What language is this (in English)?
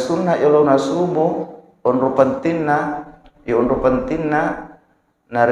Buginese